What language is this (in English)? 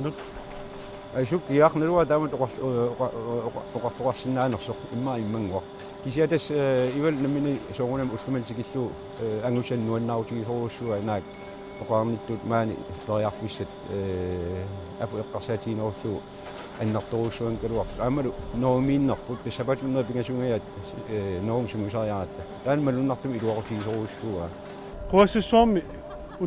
Kalaallisut